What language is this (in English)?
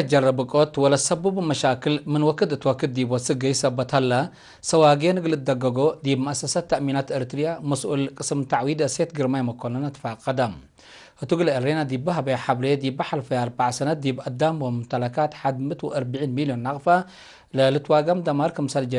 Tigre